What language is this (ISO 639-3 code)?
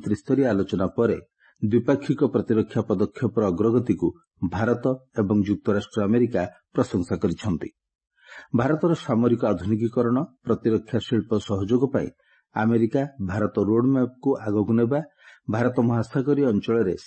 ori